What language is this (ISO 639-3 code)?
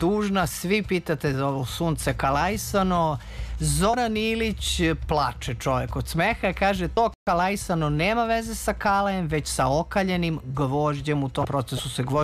srp